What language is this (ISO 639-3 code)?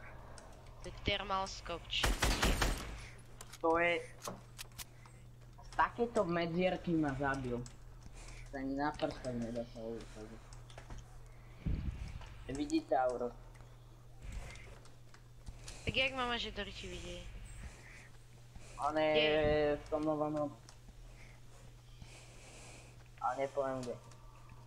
slk